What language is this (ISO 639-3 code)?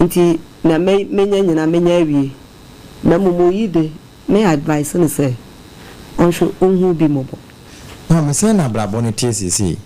aka